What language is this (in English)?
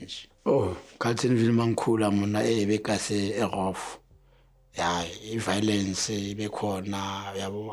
Zulu